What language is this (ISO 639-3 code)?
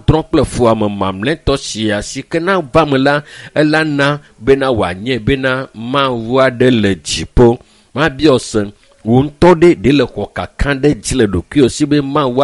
ewe